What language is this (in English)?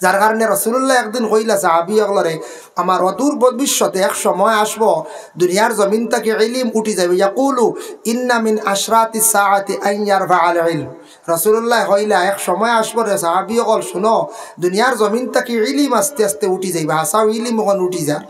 Sylheti